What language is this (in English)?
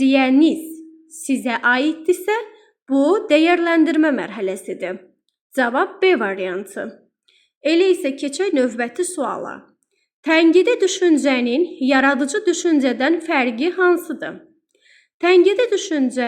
Azerbaijani